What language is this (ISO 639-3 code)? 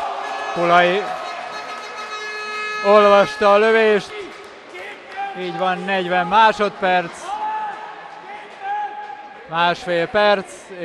hun